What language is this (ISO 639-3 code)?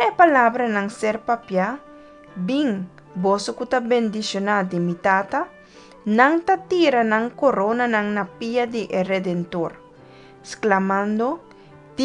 pap